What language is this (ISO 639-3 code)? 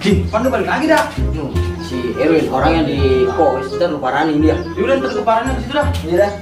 bew